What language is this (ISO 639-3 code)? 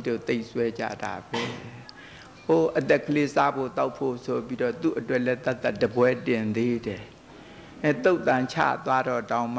mya